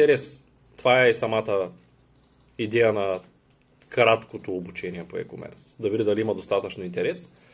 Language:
Bulgarian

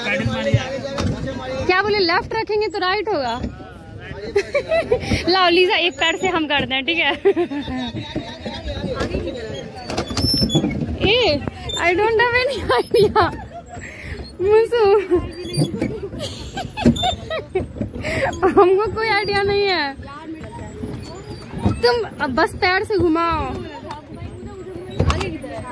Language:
Hindi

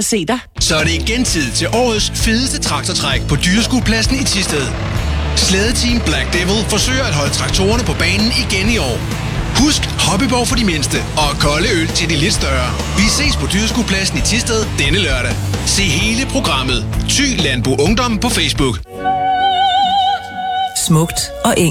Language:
Danish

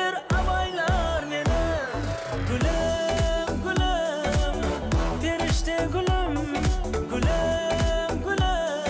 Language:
Kara-Kalpak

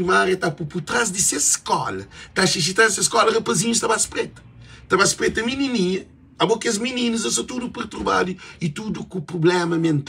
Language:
Kabuverdianu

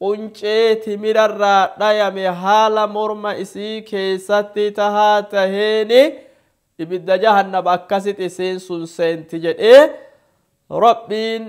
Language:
Oromo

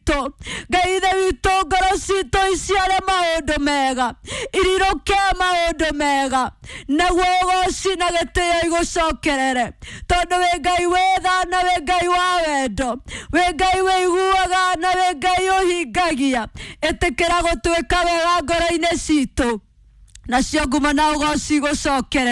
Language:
Kikuyu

